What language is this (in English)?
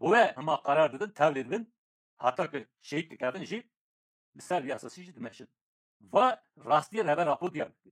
Kurdish